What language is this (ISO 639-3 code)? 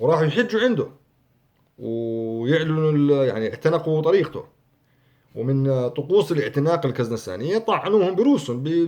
apc